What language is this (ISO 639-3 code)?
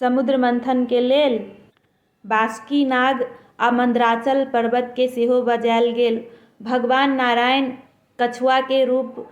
mai